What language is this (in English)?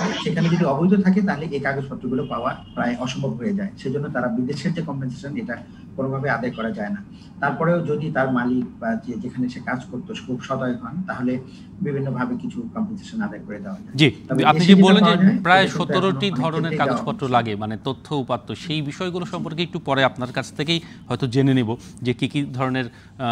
Bangla